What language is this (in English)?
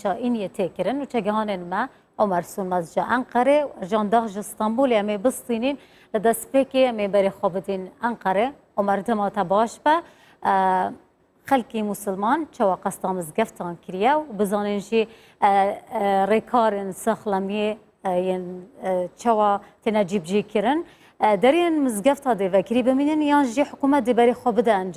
Kurdish